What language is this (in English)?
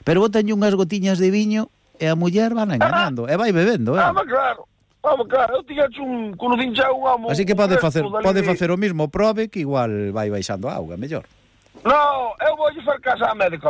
Galician